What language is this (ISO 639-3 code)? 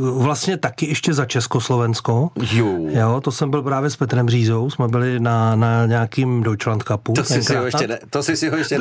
ces